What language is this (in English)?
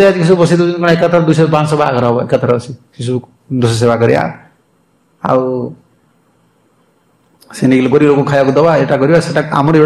Odia